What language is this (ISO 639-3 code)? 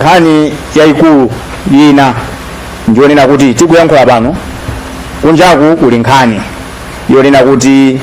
nya